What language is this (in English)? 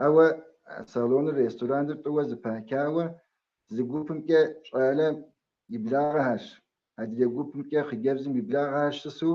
Kabardian